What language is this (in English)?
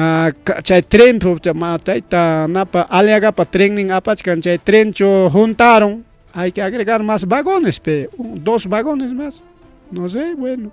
Ayacucho Quechua